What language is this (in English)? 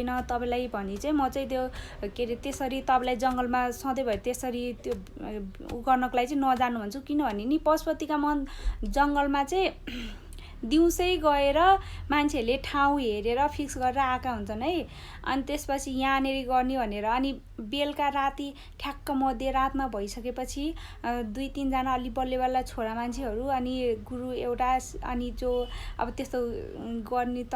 Nepali